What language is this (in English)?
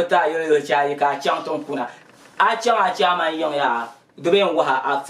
Dagbani